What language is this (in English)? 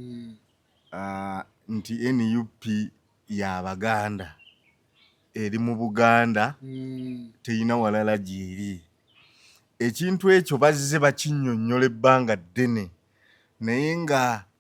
Ganda